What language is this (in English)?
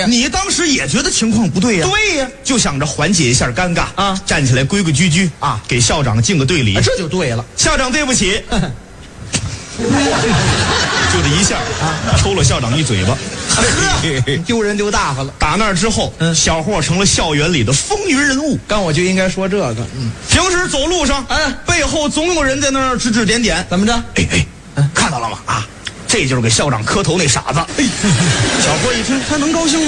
Chinese